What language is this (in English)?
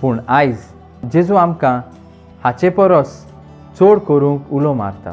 Konkani